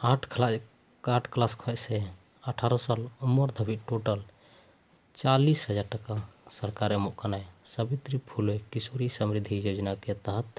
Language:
Santali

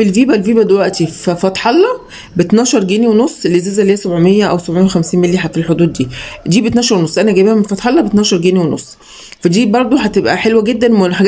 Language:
Egyptian Arabic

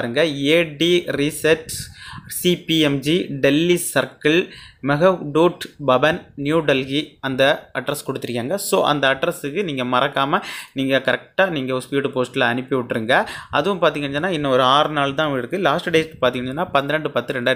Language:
Tamil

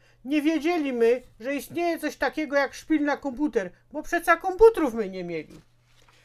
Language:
Silesian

